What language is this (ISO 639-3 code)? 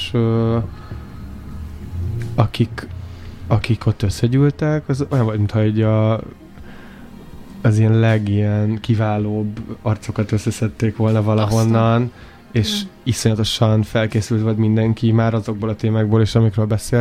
hun